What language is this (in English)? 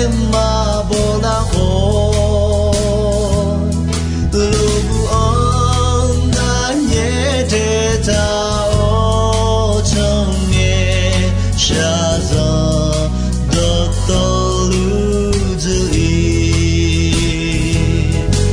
Akha